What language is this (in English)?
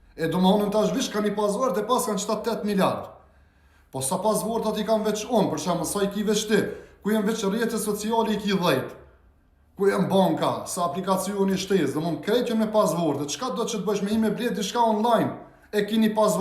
Albanian